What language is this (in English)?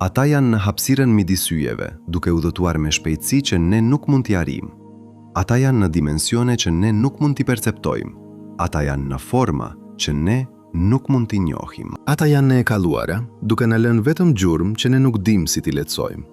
Albanian